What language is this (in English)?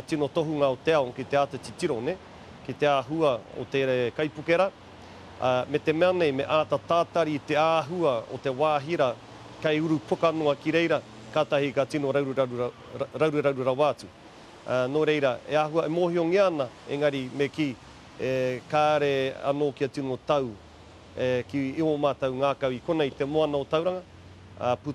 Māori